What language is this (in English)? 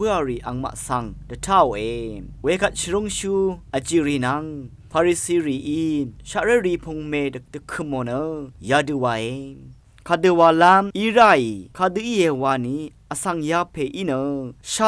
Rawang